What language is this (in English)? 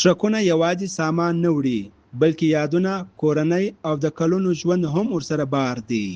Pashto